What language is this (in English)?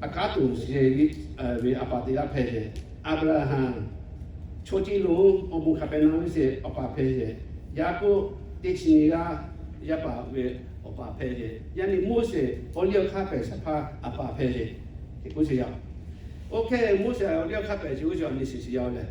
Lahu